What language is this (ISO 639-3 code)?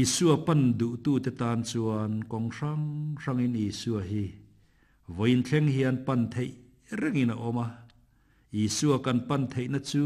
lus